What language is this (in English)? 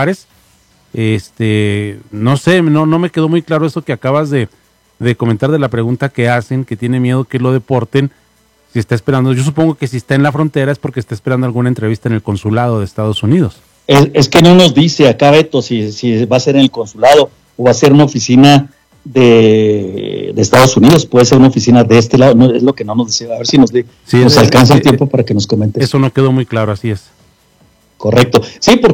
Spanish